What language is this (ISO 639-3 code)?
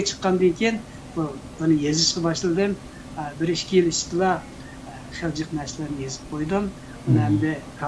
uig